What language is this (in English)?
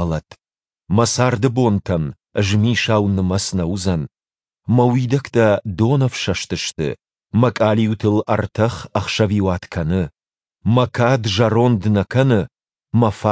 Ossetic